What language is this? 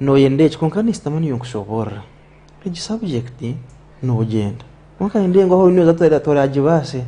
Nyankole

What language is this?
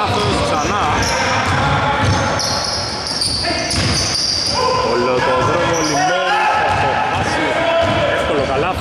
Greek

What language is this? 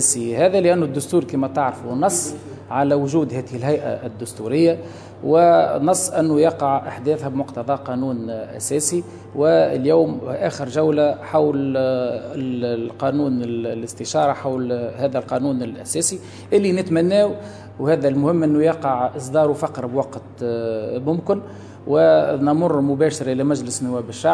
Tunisian Arabic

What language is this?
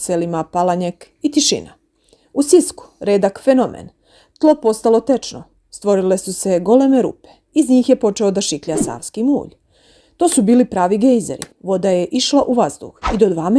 Bosnian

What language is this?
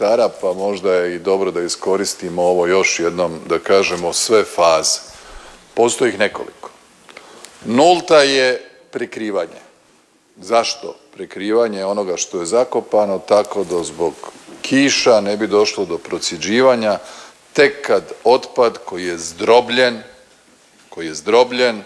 Croatian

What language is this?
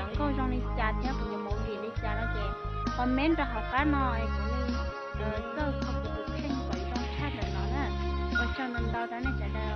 Hmong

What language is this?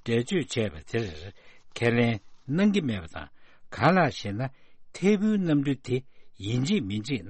Tibetan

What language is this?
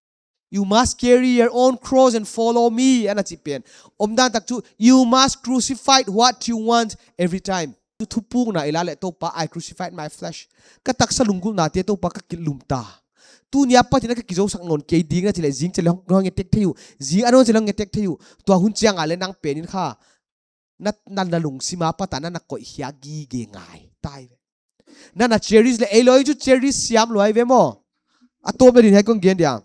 Paite Chin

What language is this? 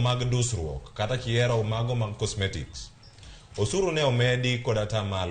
Luo (Kenya and Tanzania)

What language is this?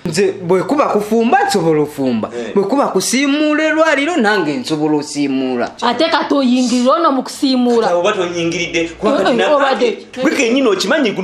Ganda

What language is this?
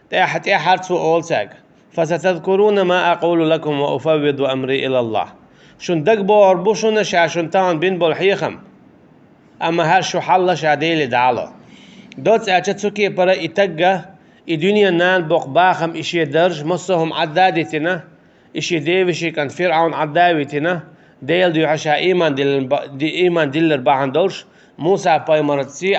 Chechen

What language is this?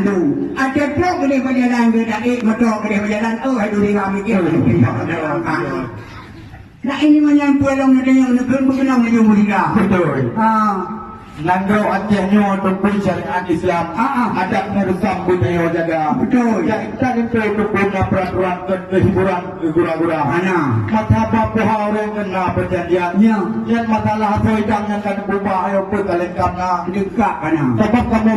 Achinese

